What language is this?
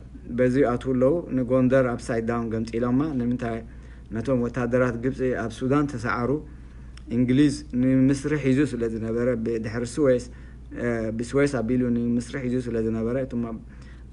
Tigrinya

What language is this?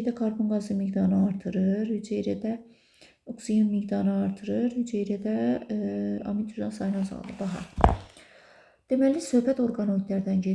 Azerbaijani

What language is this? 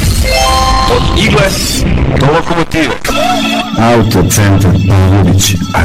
Serbian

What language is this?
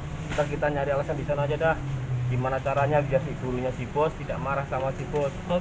Betawi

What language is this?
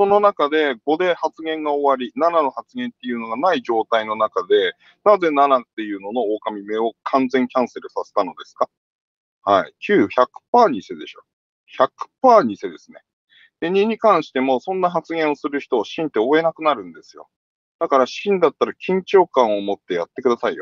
Japanese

